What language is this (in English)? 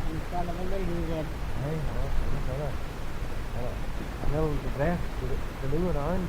Manx